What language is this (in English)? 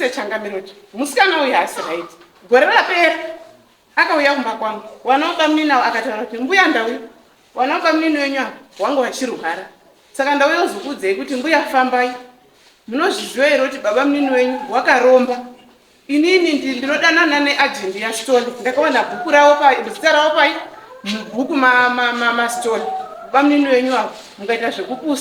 Shona